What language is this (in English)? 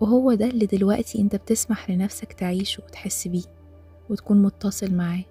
Egyptian Arabic